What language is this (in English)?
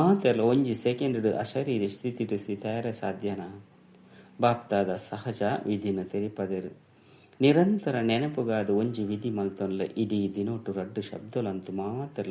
Tulu